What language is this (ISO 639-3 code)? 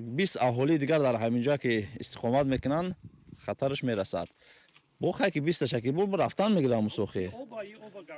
tgk